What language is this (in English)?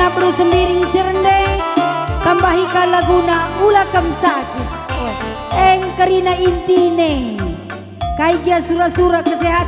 Batak Karo